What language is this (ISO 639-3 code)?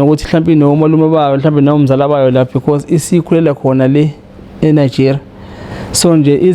zul